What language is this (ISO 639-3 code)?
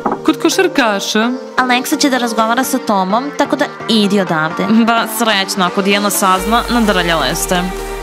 srp